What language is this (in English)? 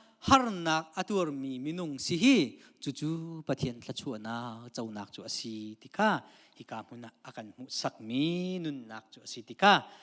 Hakha Chin